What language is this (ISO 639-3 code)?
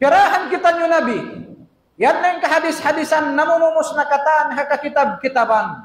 tsg